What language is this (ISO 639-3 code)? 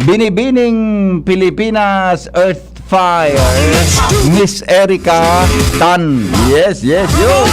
bik